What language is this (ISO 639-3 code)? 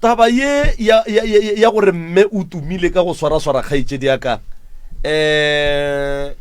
nso